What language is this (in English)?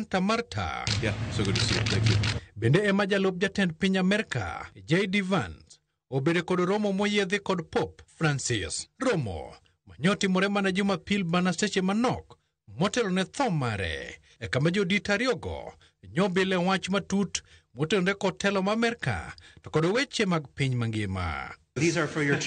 Luo (Kenya and Tanzania)